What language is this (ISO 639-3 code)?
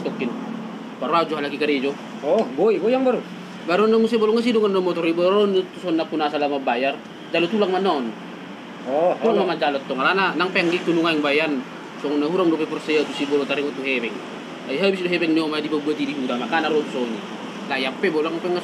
bbc